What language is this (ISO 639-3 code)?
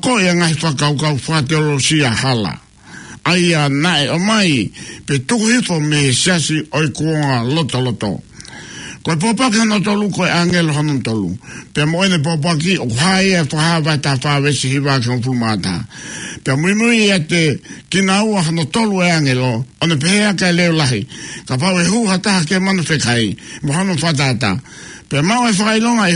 ton